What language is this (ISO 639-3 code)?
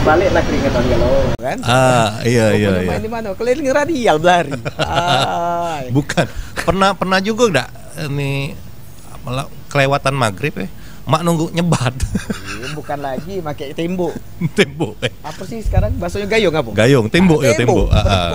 mui